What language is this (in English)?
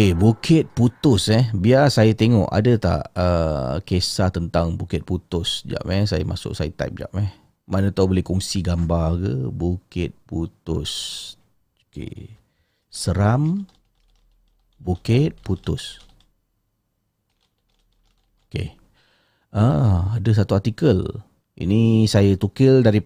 Malay